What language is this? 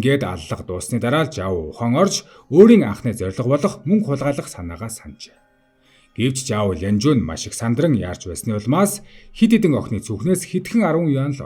Mongolian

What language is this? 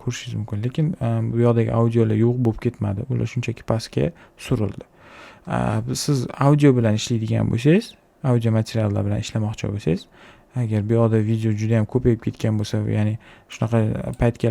Uzbek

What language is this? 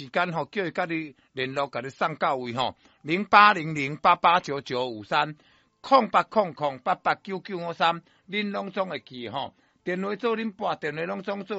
Min Nan Chinese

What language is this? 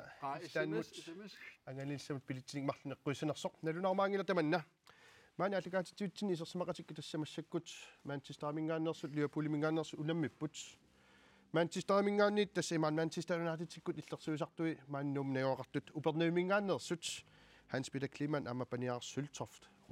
Kalaallisut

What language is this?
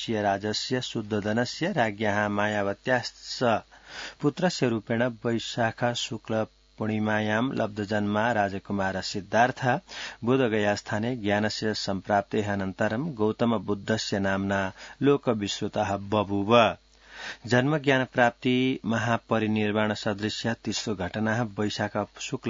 Sanskrit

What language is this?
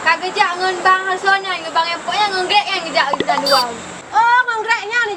Achinese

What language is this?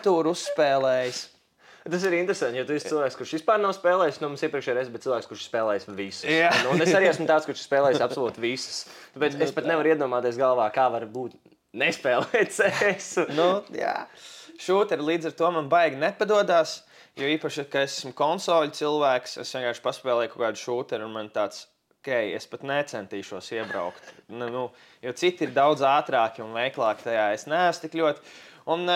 Latvian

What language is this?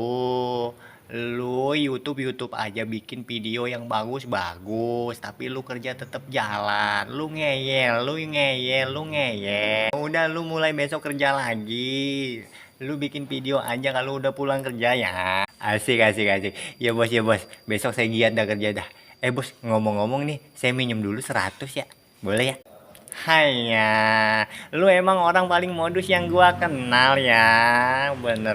Betawi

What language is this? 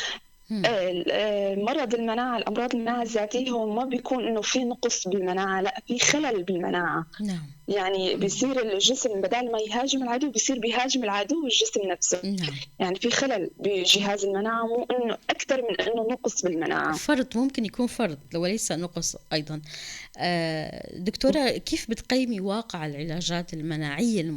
North Levantine Arabic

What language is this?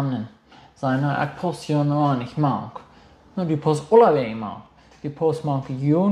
Plautdietsch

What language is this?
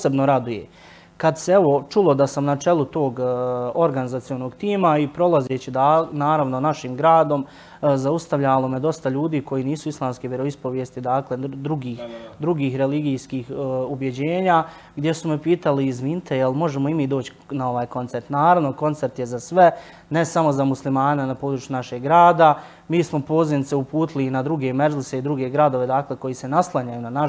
Bosnian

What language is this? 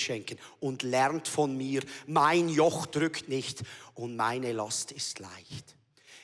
Swiss German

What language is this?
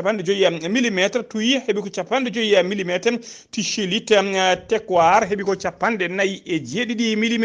Fula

